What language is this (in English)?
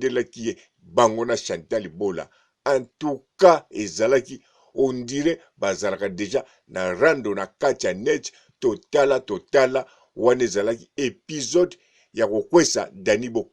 Lingala